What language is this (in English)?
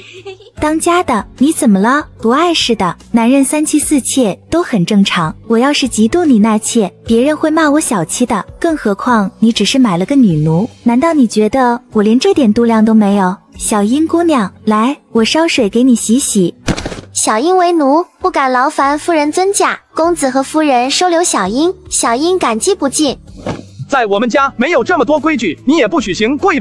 Chinese